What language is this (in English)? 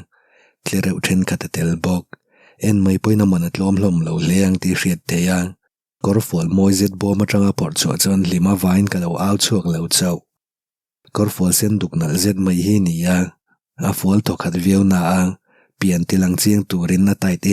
Mizo